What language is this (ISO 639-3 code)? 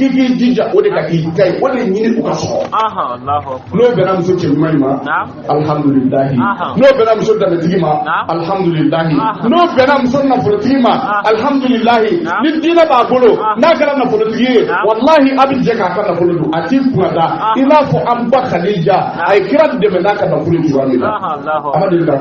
bam